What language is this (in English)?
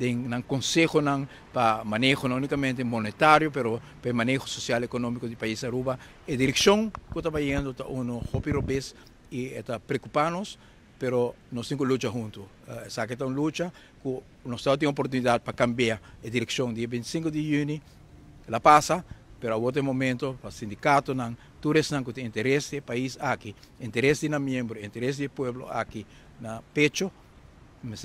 Papiamento